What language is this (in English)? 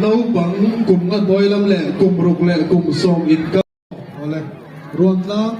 Mizo